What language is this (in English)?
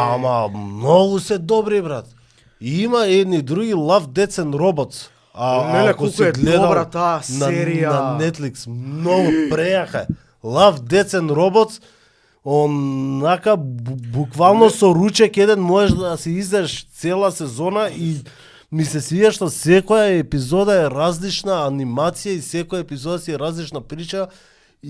Macedonian